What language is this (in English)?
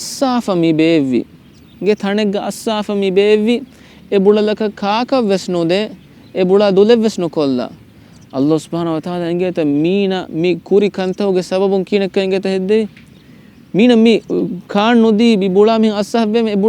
Divehi